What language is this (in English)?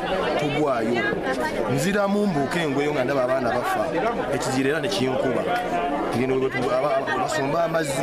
Ganda